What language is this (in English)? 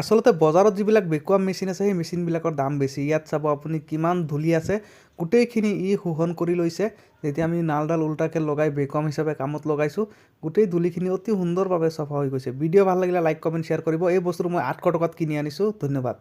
Assamese